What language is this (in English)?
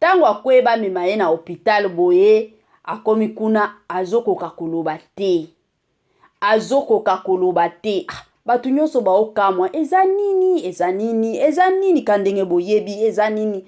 Lingala